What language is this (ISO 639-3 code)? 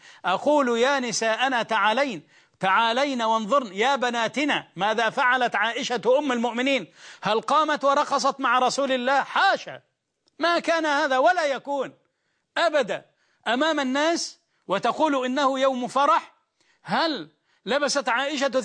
ara